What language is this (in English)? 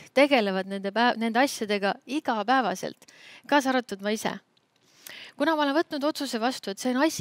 Estonian